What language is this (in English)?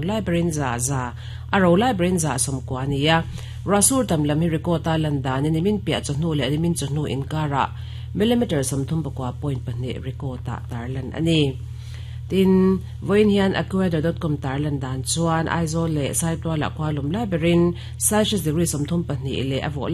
Mizo